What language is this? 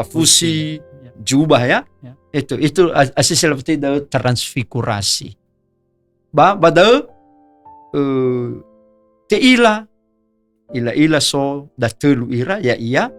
Nias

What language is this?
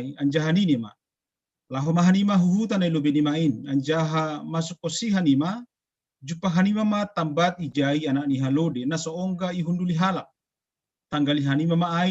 Batak Simalungun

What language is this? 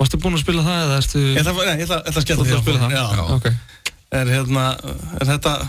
Icelandic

